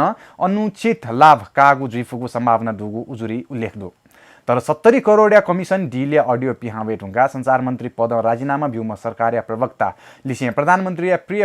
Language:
Newari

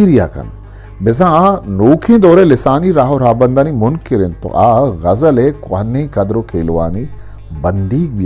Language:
Eastern Balochi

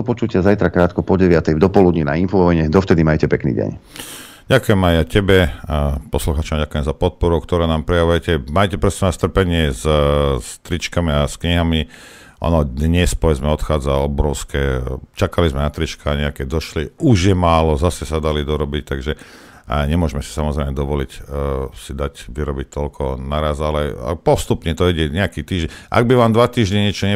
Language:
Slovak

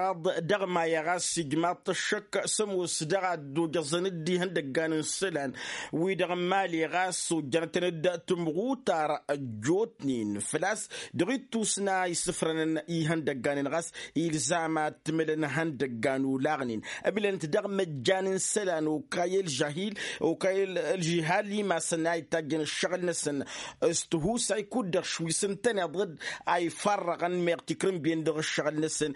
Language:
Tamasheq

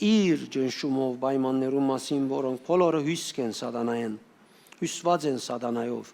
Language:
Western Armenian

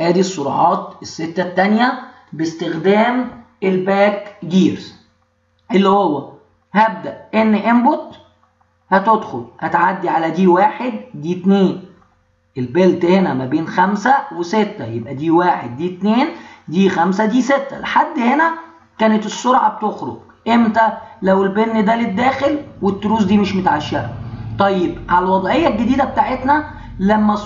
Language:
Egyptian Arabic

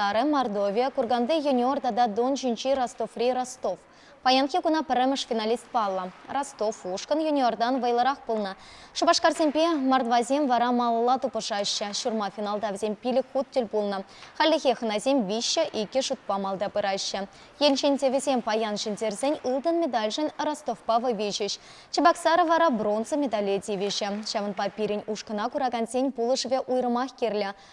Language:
Chuvash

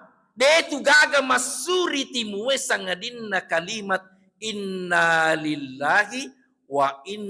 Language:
Buginese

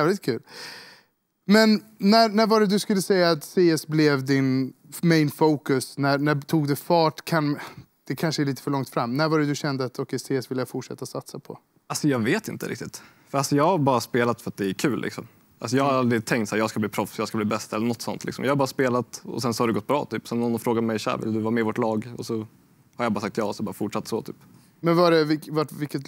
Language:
Swedish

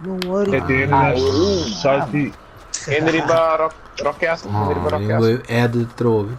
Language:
Papiamento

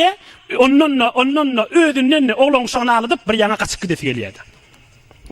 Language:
Turkmen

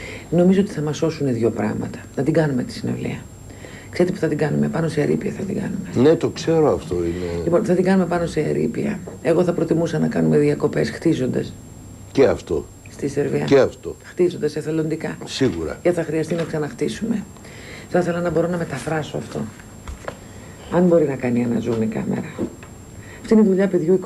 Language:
Greek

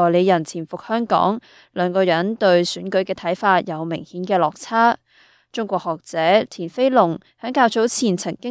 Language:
Cantonese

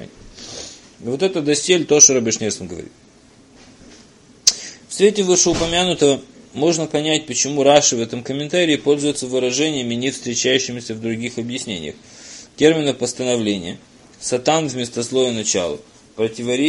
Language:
Russian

